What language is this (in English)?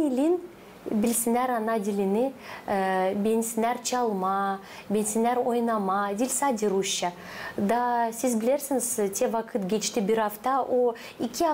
Gagauz